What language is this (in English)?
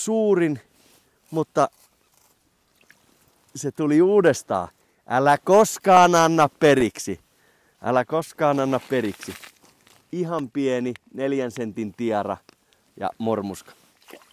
Finnish